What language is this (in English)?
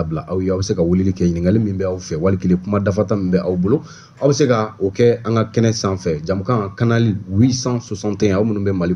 Bambara